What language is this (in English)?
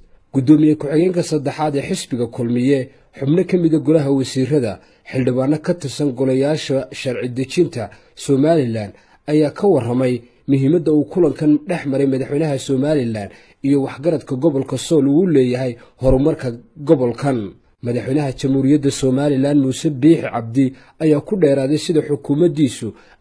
Somali